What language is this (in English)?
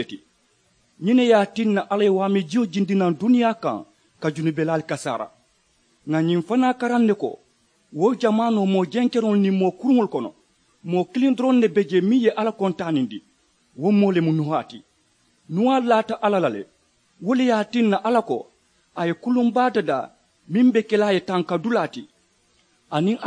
Mandingo